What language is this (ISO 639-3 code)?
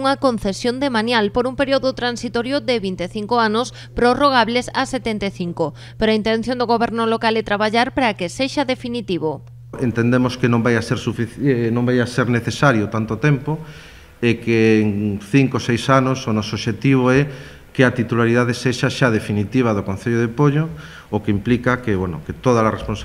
glg